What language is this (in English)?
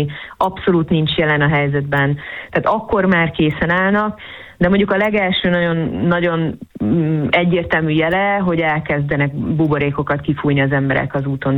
Hungarian